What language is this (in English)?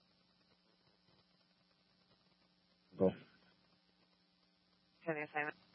English